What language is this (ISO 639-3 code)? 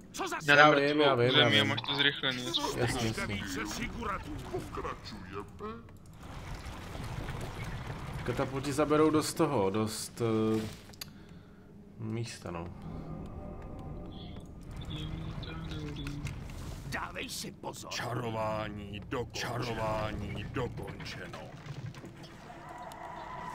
ces